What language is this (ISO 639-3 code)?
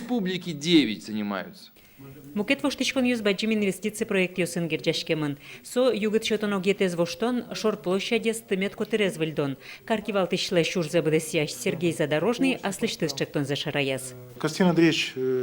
udm